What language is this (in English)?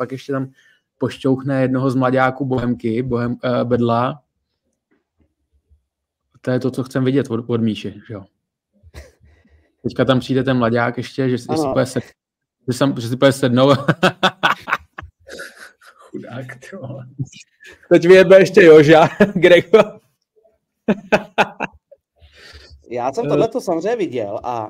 Czech